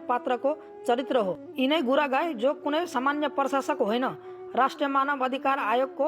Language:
Nepali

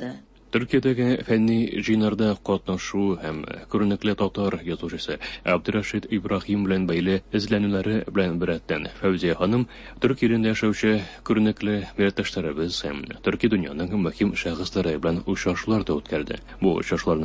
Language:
Tatar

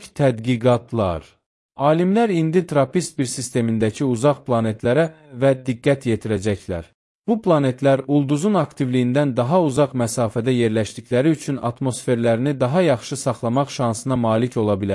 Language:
Azerbaijani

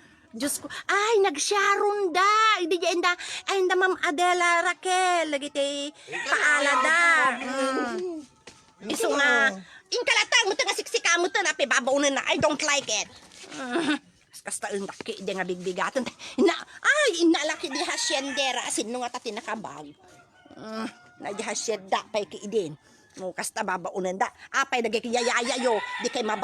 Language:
Iloko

